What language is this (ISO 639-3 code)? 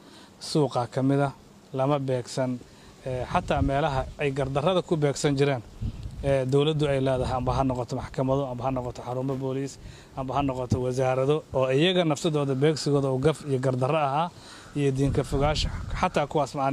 som